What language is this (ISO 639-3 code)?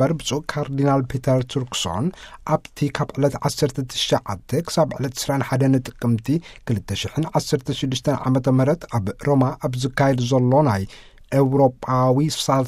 tir